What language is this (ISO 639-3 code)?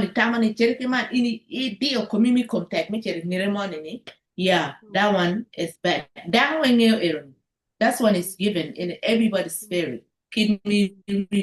ach